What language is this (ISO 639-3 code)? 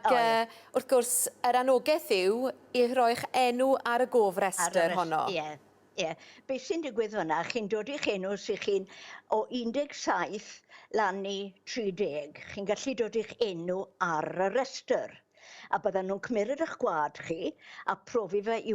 cym